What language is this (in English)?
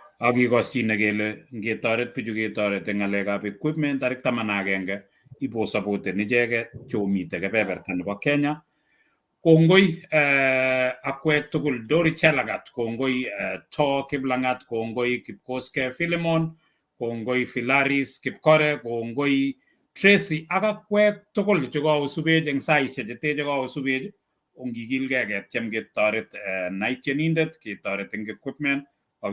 Kalenjin